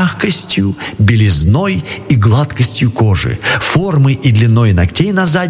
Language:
Russian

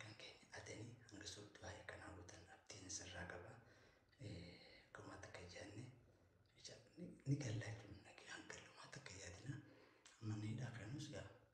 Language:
Oromo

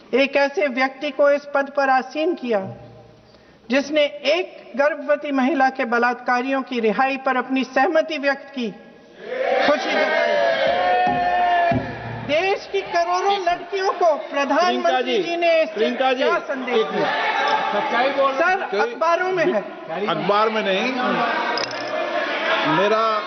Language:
Hindi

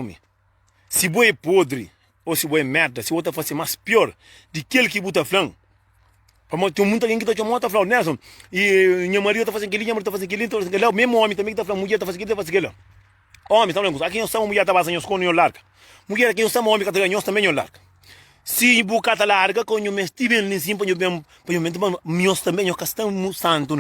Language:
Kabuverdianu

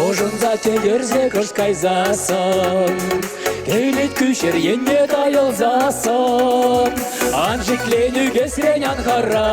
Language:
Chuvash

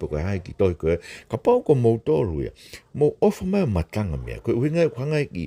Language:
Tongan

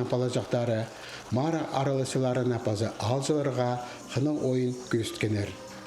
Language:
Khakas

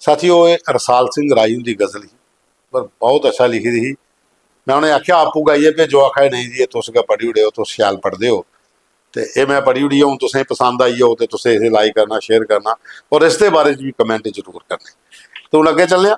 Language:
Dogri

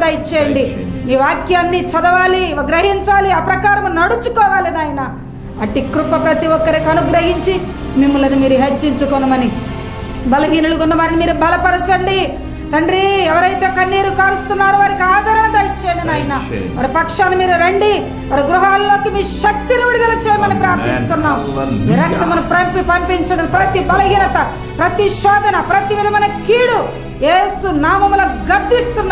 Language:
Telugu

